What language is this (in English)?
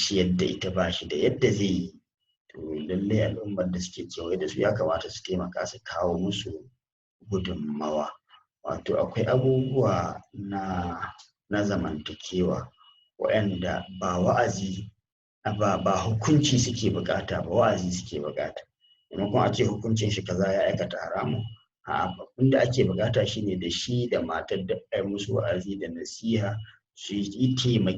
Hausa